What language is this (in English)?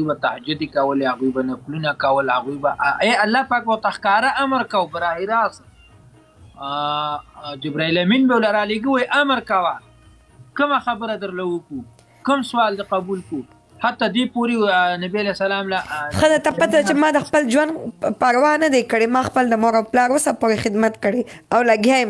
Pashto